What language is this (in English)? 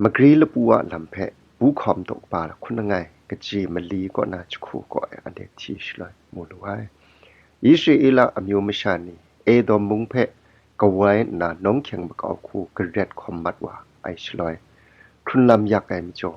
Kachin